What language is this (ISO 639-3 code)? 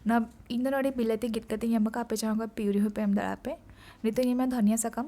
sat